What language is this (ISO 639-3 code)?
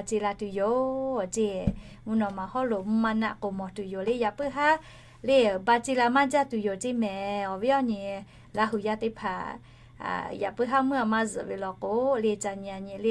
lhu